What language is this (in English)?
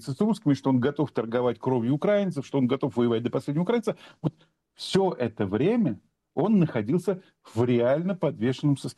Russian